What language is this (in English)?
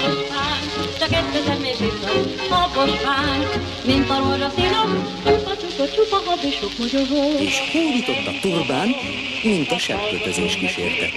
Hungarian